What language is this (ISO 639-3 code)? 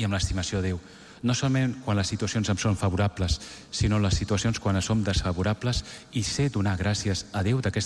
cat